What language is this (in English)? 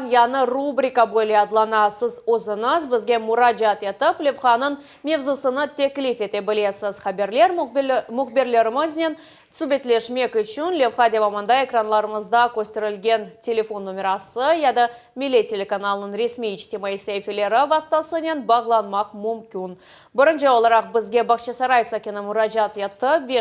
Crimean Tatar